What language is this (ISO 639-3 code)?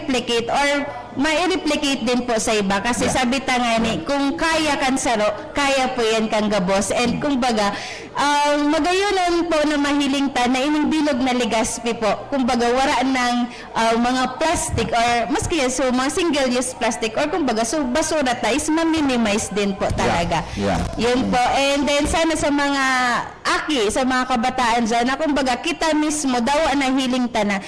bik